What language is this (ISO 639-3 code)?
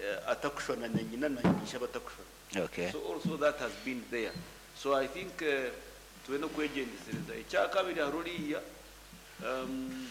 nyo